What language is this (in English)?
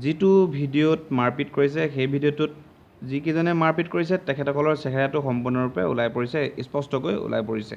Assamese